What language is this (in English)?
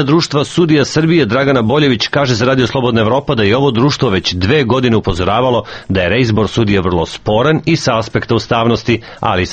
Serbian